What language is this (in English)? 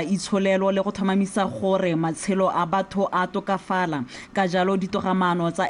Tswana